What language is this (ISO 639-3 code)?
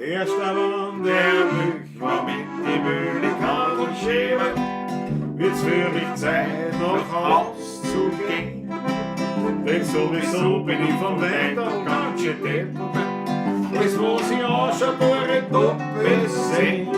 bar